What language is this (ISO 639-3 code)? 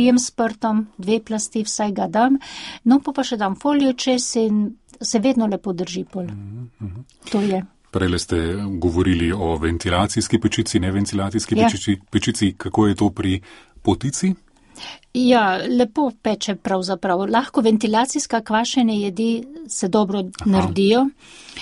slv